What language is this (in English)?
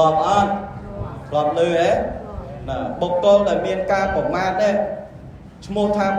Khmer